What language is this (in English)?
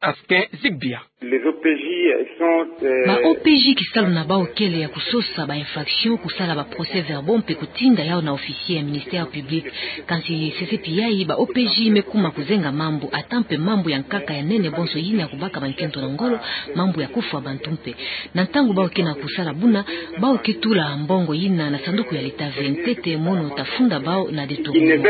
Kituba (Democratic Republic of Congo)